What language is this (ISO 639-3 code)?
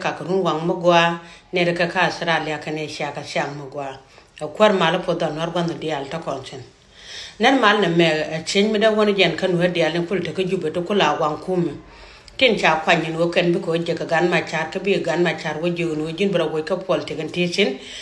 nus